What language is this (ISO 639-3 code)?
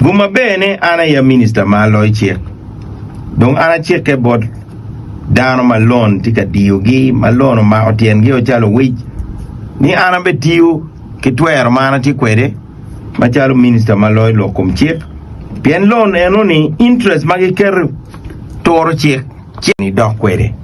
ach